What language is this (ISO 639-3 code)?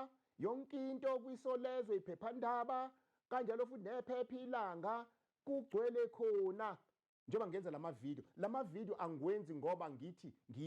zul